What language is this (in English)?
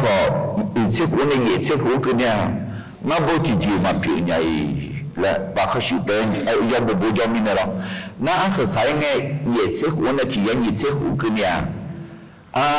Akha